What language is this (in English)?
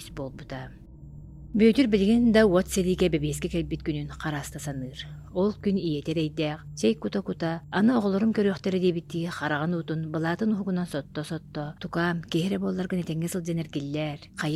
Yakut